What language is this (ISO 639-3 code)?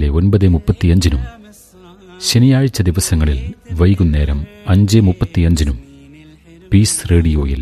mal